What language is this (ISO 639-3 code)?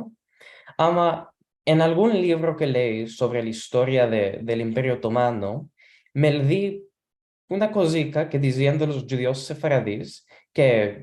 lad